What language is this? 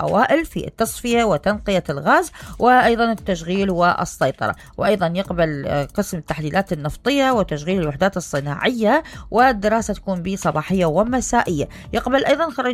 Mesopotamian Arabic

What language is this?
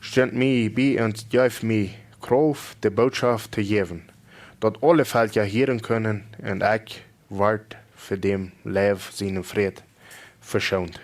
Plautdietsch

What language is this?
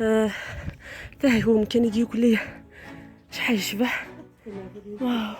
Algerian Arabic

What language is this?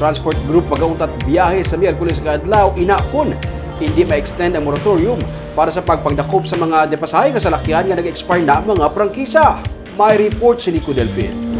Hiligaynon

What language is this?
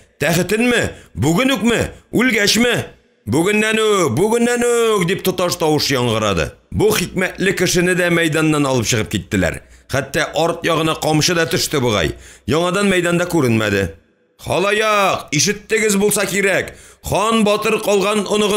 Tatar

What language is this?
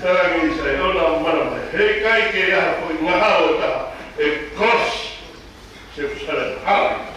Tongan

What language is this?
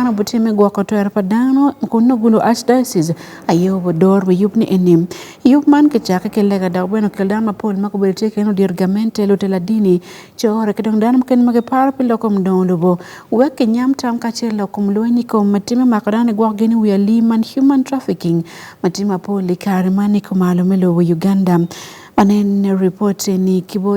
Acoli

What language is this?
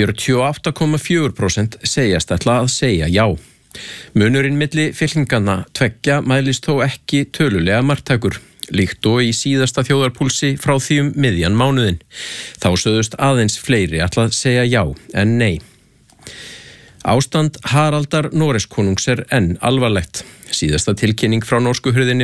Icelandic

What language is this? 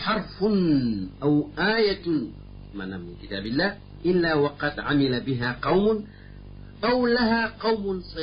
Wolof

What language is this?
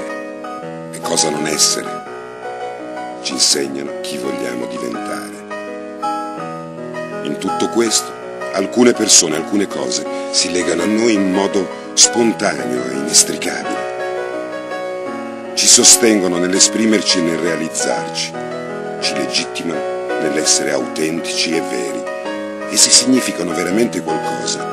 Italian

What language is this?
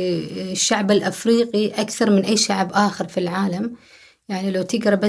Gulf Arabic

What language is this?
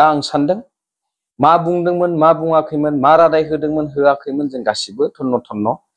Bodo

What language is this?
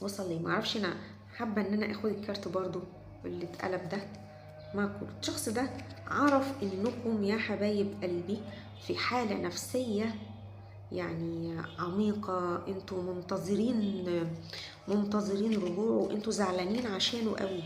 Egyptian Arabic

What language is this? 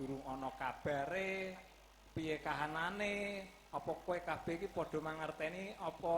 Javanese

